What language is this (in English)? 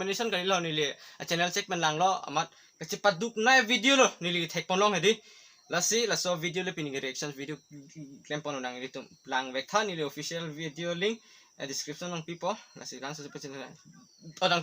Karbi